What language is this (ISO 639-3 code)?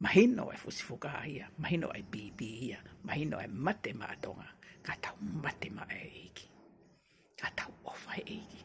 ton